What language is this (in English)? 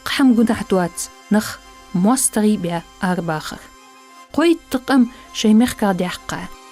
Ingush